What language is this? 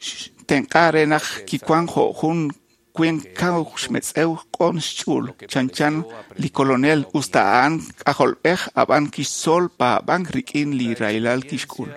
Kekchí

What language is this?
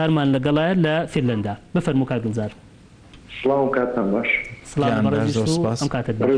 Central Kurdish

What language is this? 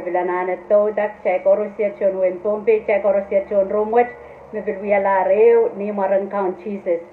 Pohnpeian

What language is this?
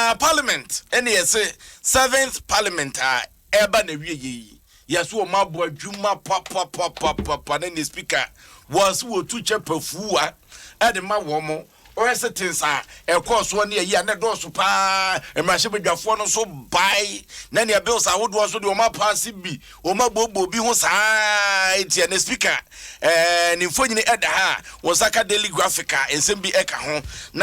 Akan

